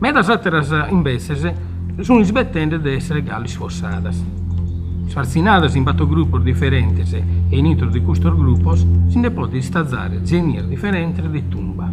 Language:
Sardinian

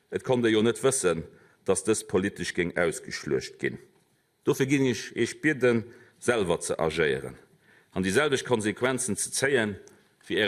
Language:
Luxembourgish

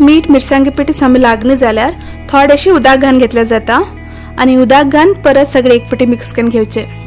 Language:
Konkani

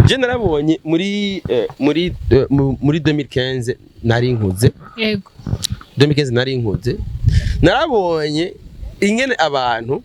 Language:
Rundi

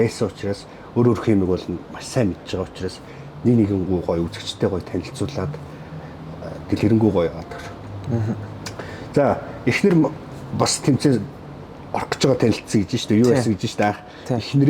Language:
Mongolian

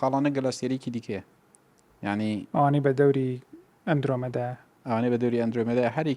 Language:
Central Kurdish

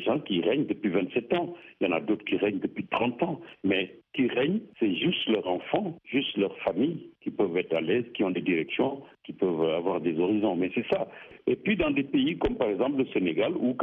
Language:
French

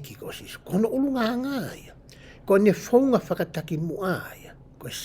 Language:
Tongan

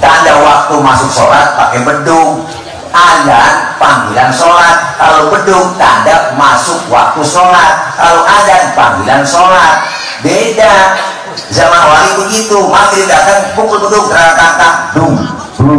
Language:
Betawi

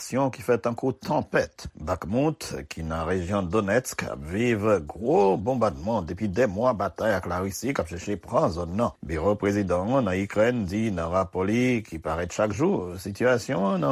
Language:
Haitian Creole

